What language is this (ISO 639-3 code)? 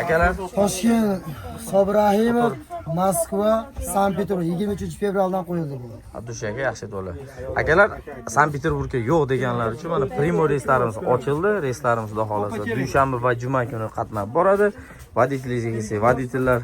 uzb